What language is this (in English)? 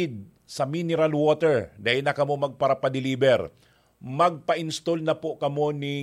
Bikol